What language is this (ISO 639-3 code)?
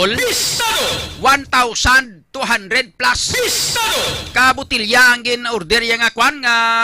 hil